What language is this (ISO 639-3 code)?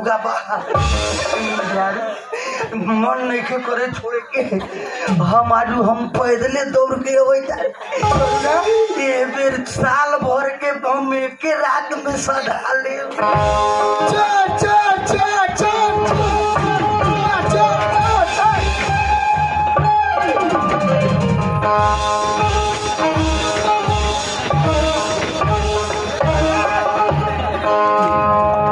bho